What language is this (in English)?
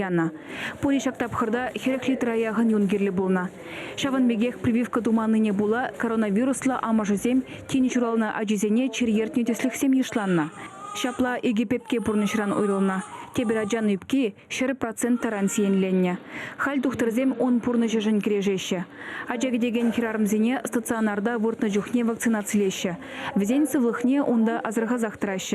Chuvash